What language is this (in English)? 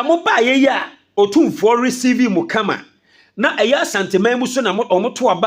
Akan